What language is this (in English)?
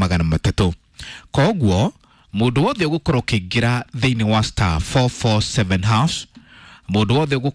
Kikuyu